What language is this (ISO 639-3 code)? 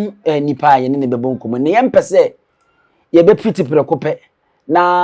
aka